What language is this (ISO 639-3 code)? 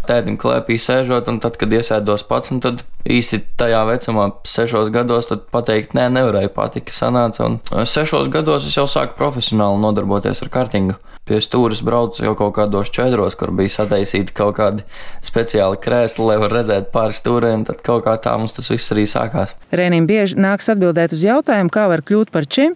lav